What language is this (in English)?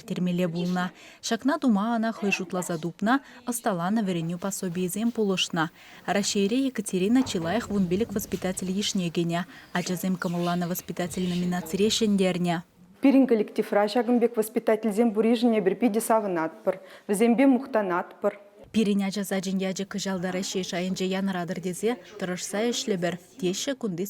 Chuvash